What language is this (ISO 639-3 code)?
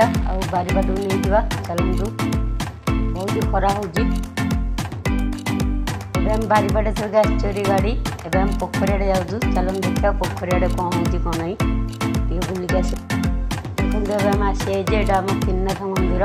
ori